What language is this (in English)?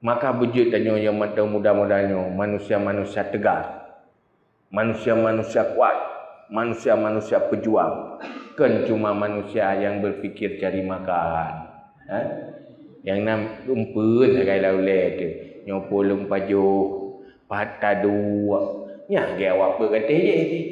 Achinese